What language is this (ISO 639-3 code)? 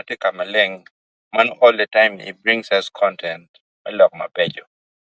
ach